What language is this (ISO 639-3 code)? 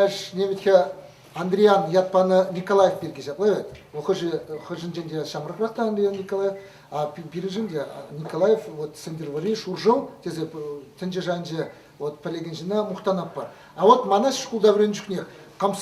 chv